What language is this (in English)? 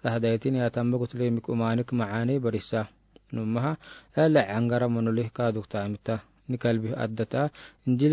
Afar